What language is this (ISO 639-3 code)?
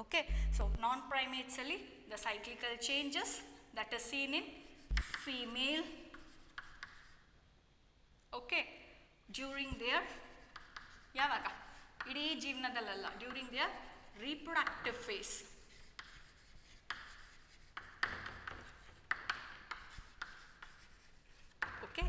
kan